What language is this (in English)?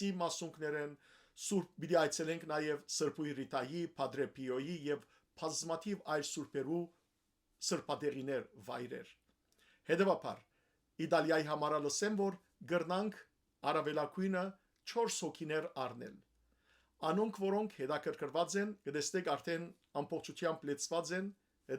Western Armenian